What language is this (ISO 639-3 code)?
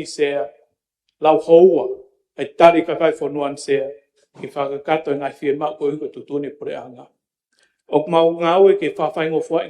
ton